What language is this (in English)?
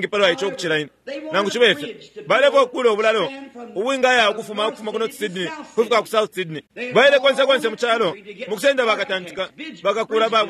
Bemba